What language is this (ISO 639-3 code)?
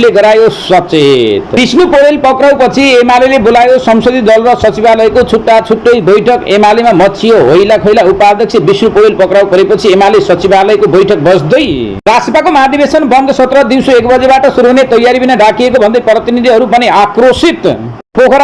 nep